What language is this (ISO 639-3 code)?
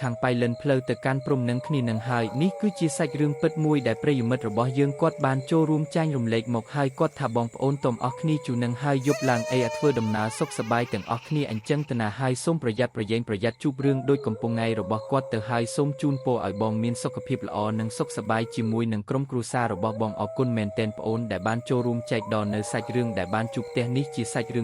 khm